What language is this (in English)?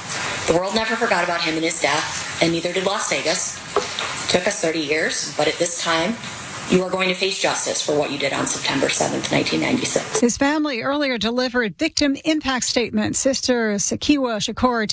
English